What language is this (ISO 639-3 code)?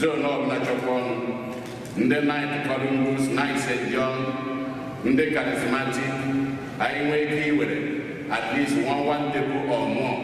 ibo